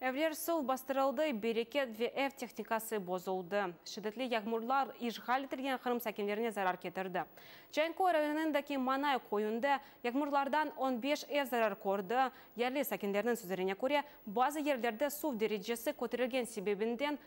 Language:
Crimean Tatar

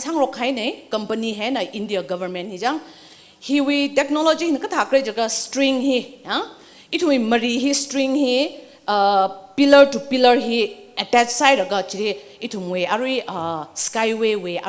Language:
Tangkhul Naga (India)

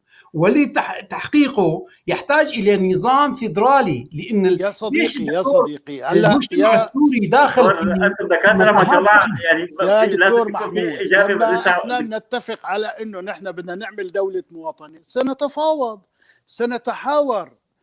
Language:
North Levantine Arabic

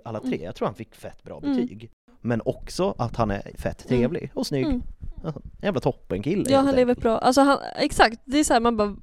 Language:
Swedish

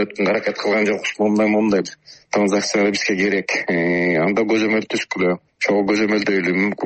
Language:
Kyrgyz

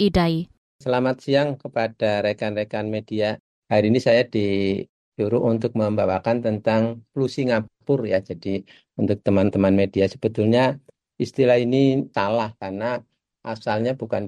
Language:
Indonesian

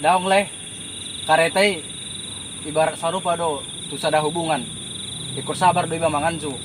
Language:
Batak Toba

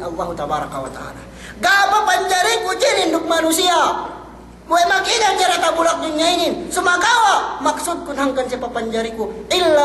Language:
Yakan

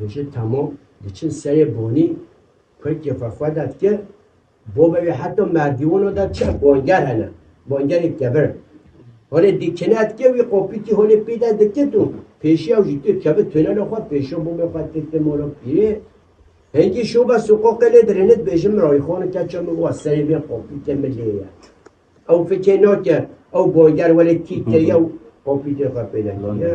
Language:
Kurdish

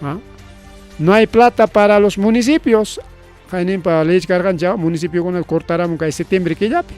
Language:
Ayacucho Quechua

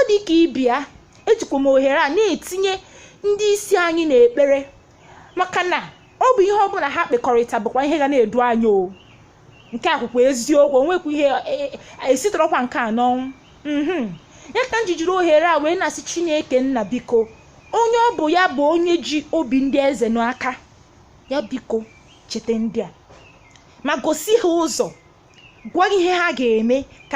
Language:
Igbo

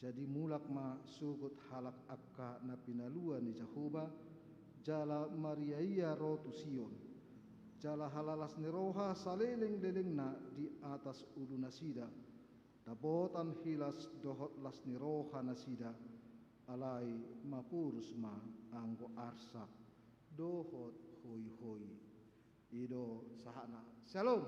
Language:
Batak Toba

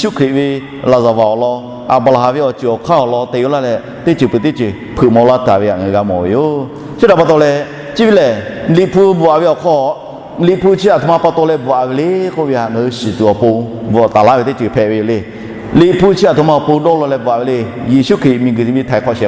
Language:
Lahu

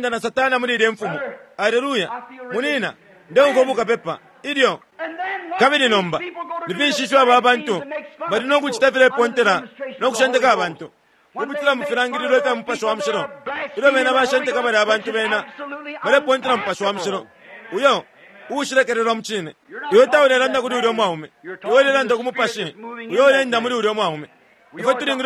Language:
Bemba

